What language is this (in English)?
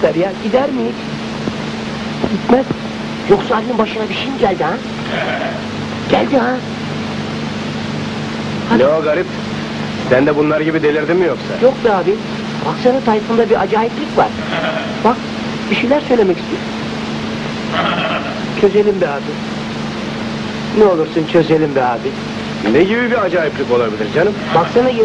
Turkish